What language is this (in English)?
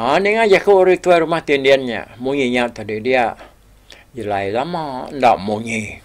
Iban